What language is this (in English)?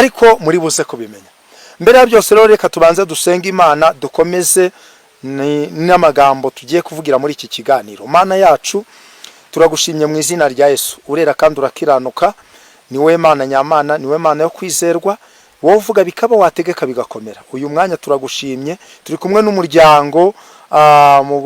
Kinyarwanda